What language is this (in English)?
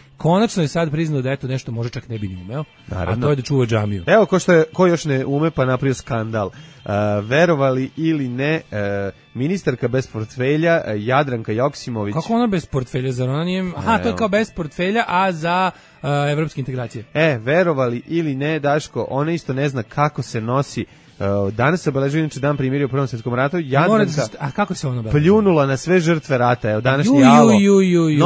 Serbian